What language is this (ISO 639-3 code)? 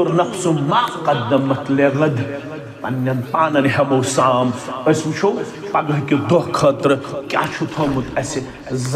kas